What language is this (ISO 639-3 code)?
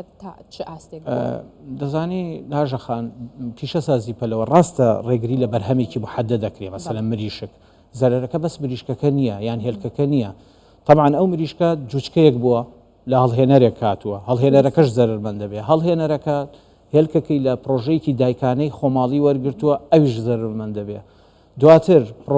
ckb